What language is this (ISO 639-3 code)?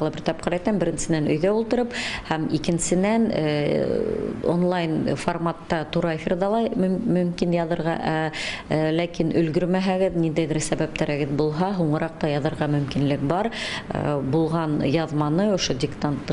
bak